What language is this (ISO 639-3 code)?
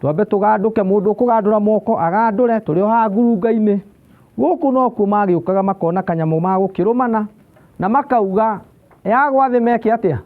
kik